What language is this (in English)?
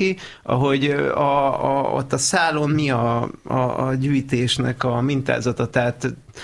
Hungarian